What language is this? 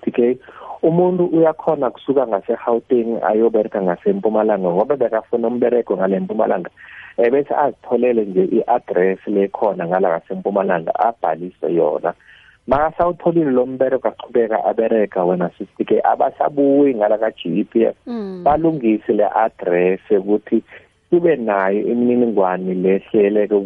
South Ndebele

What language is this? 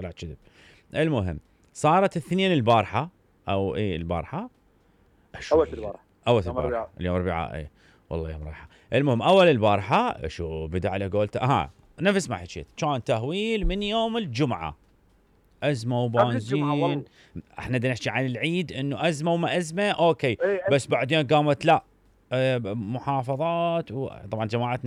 Mesopotamian Arabic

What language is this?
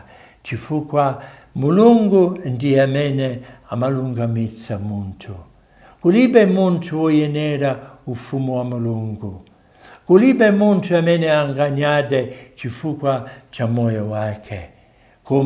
Nyanja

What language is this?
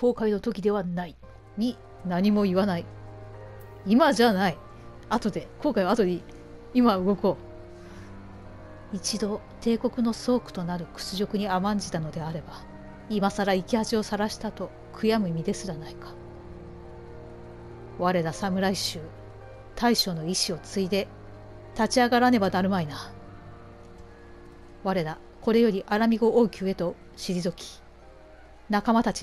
Japanese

